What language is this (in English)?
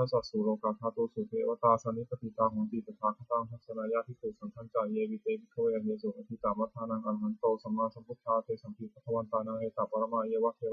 Pali